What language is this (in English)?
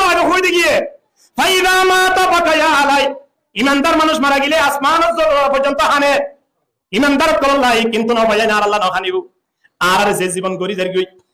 Rohingya